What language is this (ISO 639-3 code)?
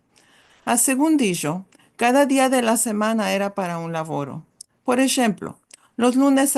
lad